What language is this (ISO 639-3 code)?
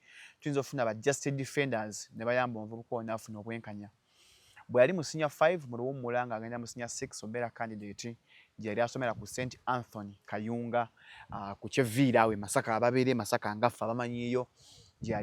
lug